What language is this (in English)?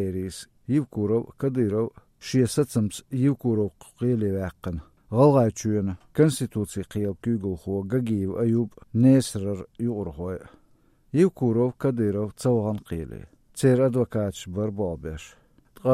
Chechen